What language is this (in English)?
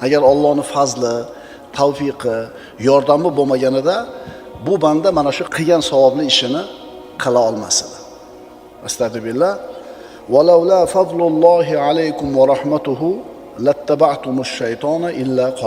Uzbek